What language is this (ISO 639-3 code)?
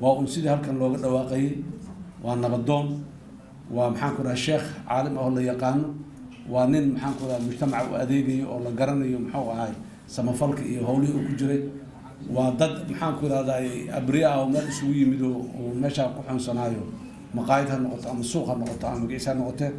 som